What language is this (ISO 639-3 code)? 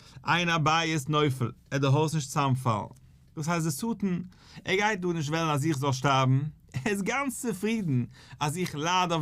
yid